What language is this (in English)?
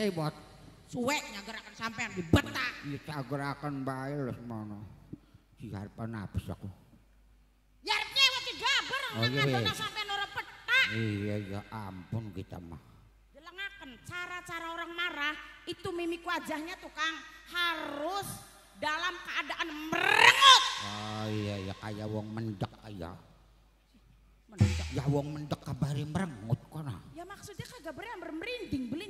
Javanese